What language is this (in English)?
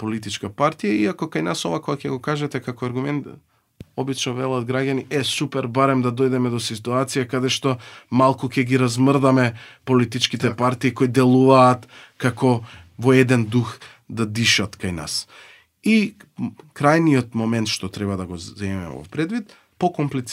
Macedonian